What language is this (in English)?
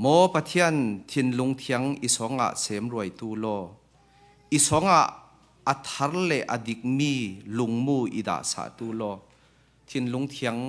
Falam Chin